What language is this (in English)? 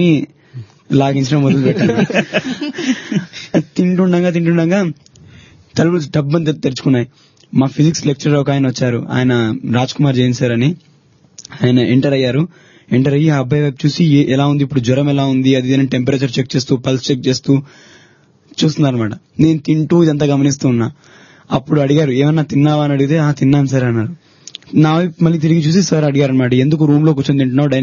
Telugu